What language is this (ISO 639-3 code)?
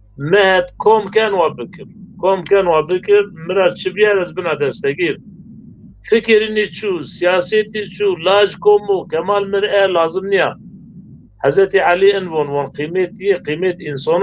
zza